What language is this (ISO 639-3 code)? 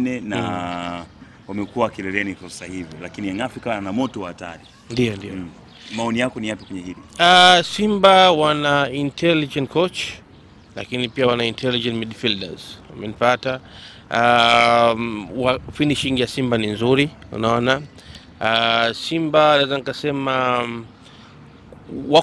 swa